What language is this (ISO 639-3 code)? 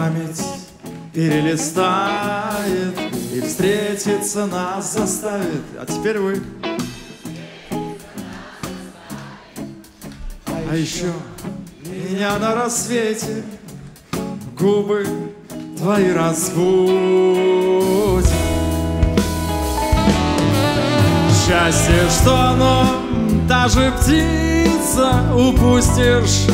rus